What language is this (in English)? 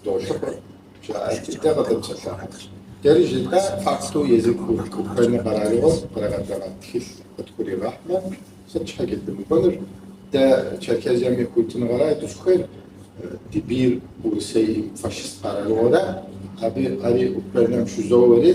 Kabardian